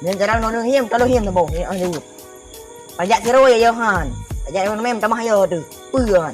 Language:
Achinese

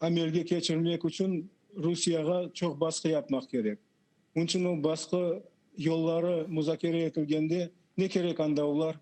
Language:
Crimean Tatar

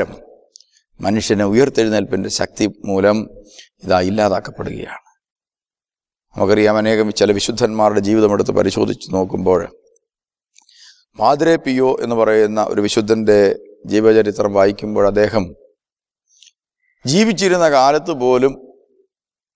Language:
Malayalam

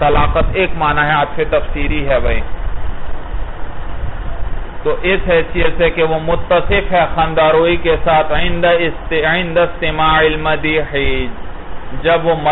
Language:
Urdu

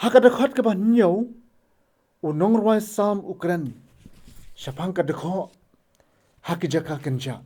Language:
Khasi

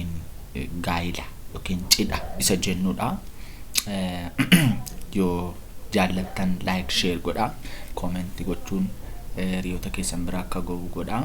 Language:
Oromo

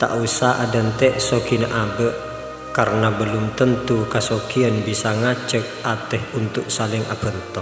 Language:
Madurese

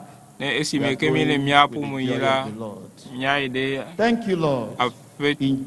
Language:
Ewe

